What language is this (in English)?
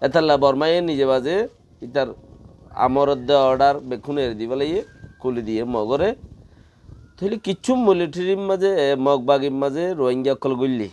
Rohingya